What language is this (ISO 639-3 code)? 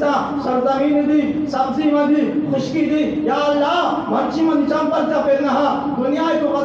bal